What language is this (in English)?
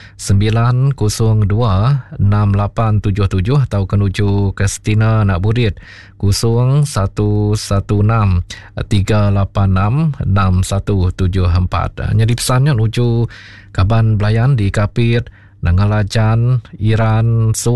Iban